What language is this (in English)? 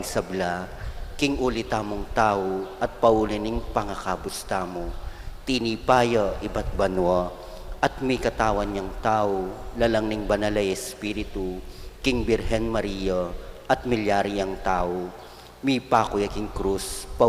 Pampanga